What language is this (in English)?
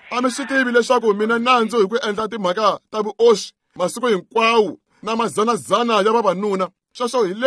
Tsonga